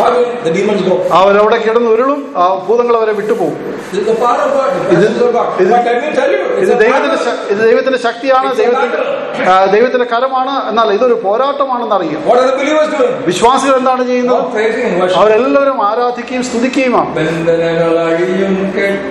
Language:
Malayalam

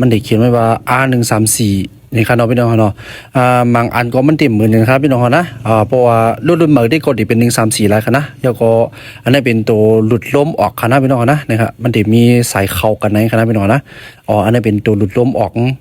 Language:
Shan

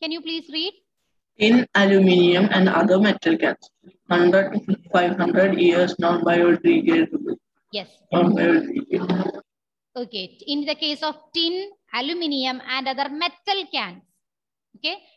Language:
English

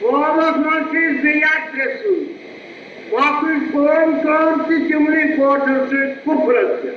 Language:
Kashmiri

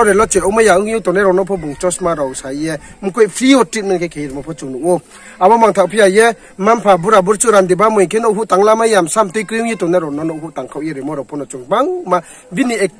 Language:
Riang (India)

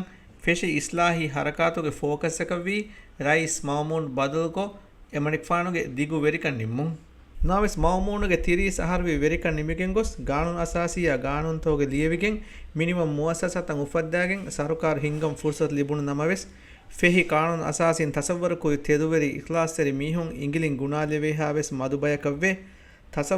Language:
Divehi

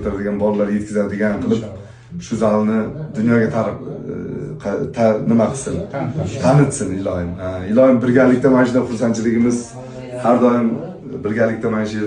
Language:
Uzbek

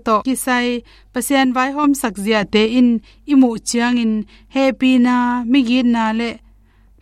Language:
Tedim Chin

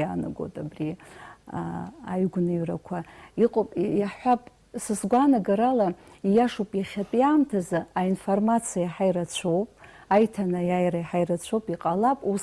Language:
Abkhazian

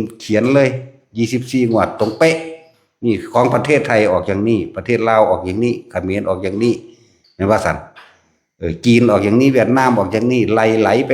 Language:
Northeastern Thai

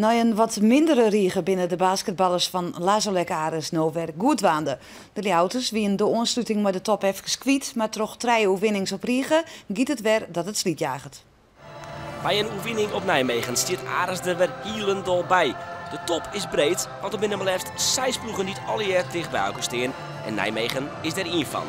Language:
Western Frisian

